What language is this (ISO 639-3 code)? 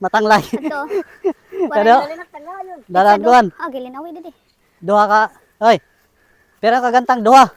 war